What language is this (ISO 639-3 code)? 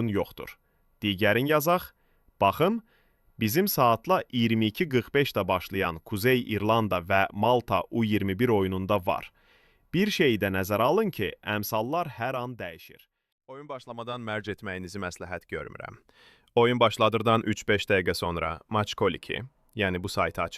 aze